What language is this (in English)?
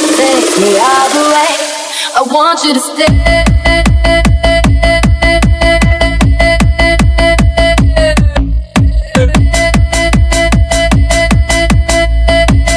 English